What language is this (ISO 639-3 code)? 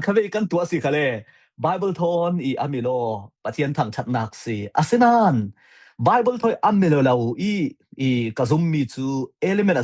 cfm